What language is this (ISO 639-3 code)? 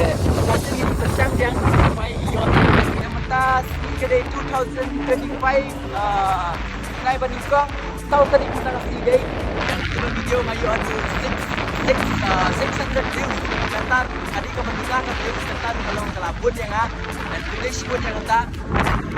kha